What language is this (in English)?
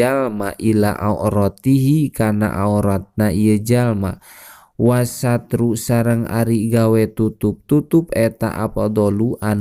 Sundanese